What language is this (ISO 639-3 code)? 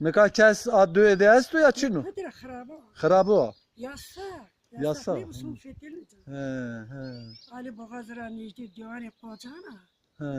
zza